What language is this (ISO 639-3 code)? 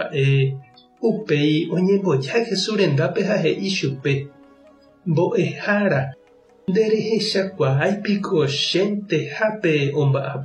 grn